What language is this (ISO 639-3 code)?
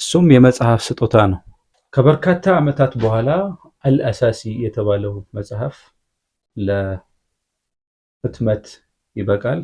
amh